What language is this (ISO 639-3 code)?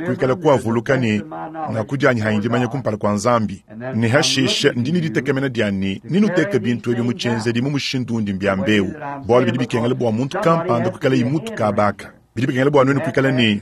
lua